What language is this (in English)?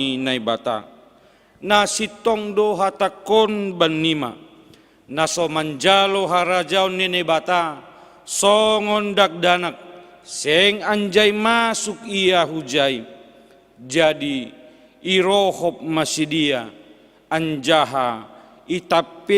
Batak Simalungun